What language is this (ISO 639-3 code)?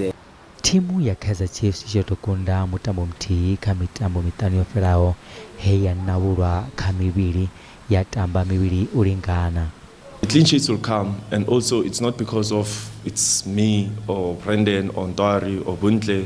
ven